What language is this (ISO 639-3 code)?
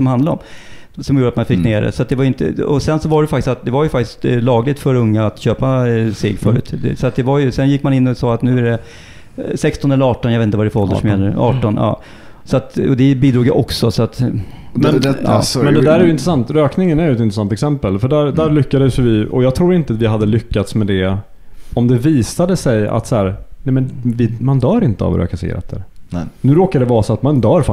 swe